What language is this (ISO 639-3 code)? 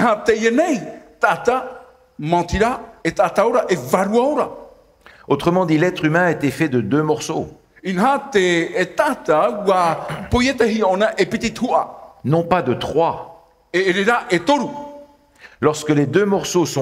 tah